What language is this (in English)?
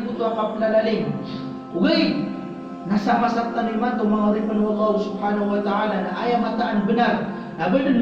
Maranao